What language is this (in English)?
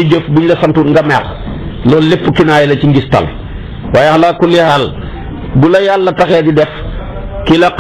Wolof